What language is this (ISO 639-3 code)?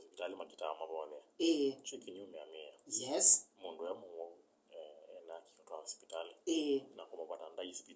kam